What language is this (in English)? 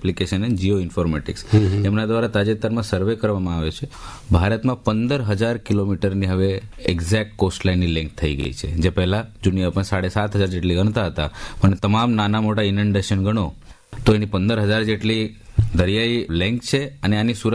Gujarati